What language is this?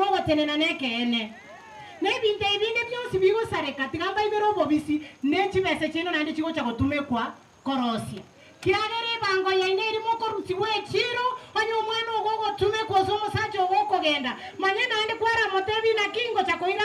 Gusii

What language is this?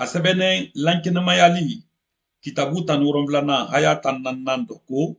Mandingo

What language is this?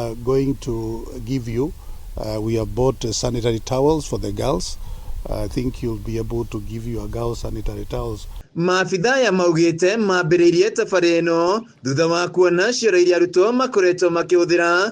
Kikuyu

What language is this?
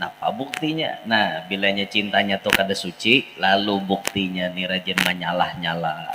Banjar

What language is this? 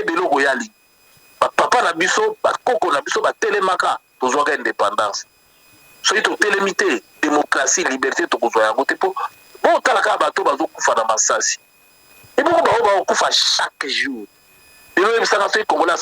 Lingala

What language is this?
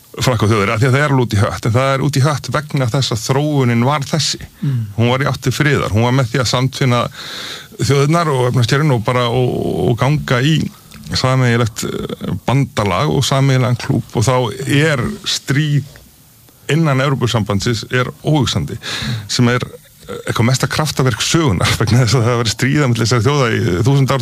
Icelandic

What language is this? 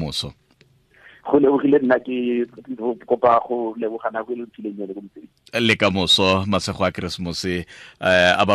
Tswana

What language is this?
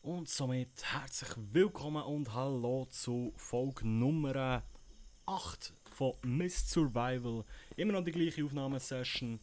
Swiss German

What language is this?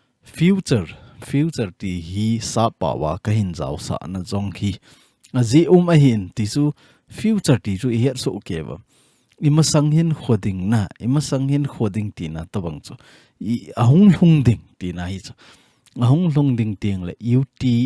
Thado Chin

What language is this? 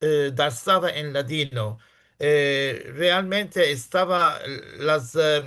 Ladino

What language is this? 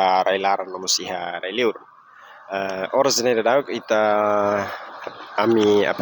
Tetum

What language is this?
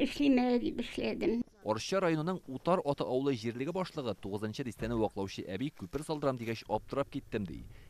Tatar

